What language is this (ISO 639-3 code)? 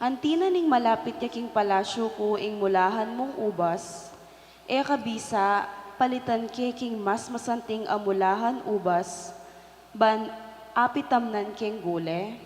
pam